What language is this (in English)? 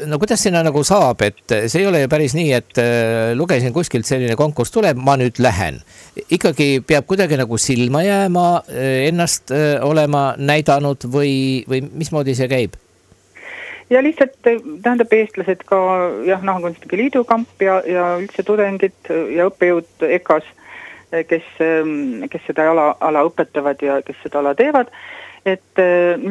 Estonian